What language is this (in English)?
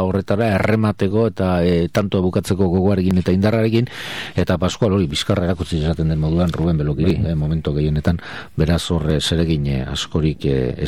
Basque